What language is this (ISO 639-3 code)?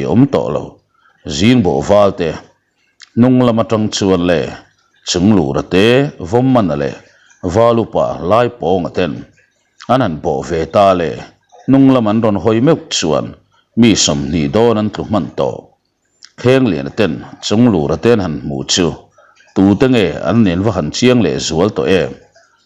lus